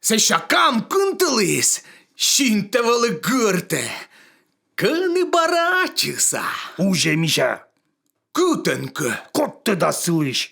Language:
Komi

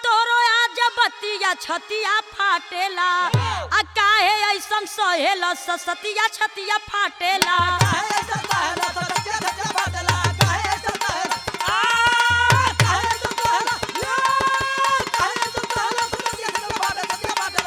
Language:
Bhojpuri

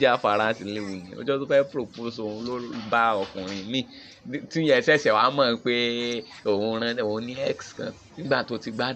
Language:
Yoruba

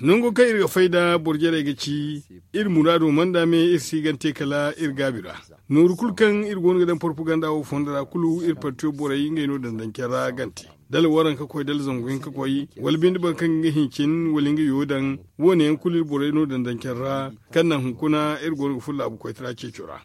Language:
Zarma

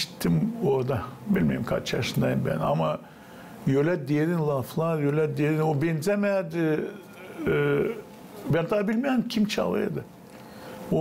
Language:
Gagauz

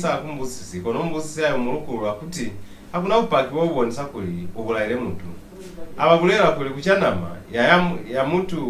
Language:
Lozi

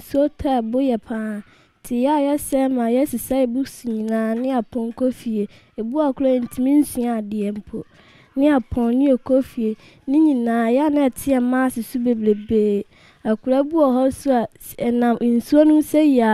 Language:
Akan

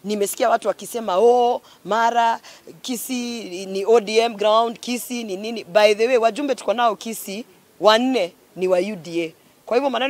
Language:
Gusii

